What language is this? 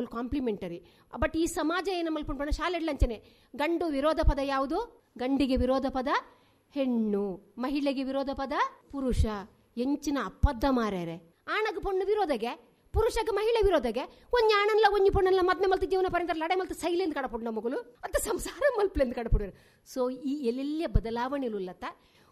Tulu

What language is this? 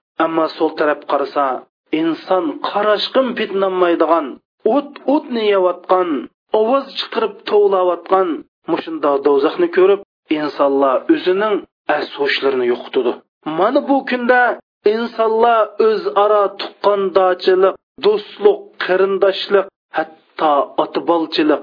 Uyghur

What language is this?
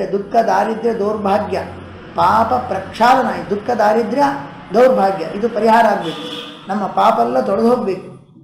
Kannada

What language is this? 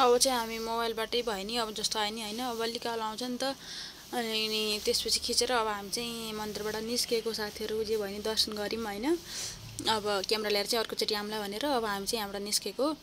Nepali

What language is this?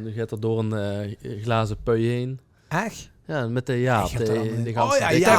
Limburgish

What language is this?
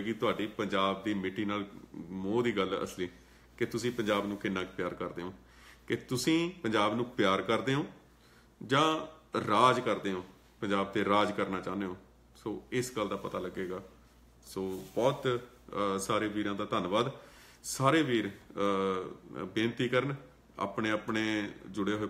Punjabi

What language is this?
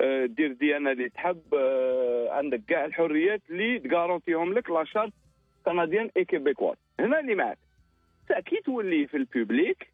Algerian Arabic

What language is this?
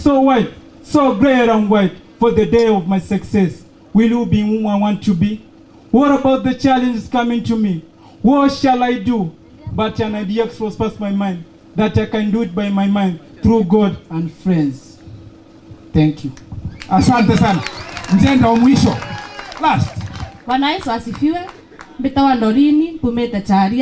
Meru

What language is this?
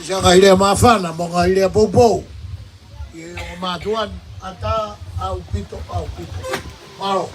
Tongan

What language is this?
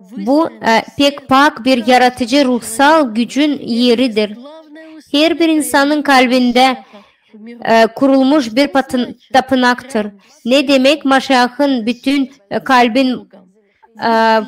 Gagauz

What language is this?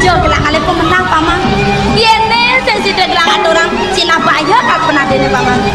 Balinese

